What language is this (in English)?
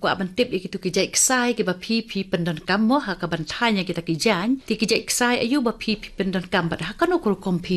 Khasi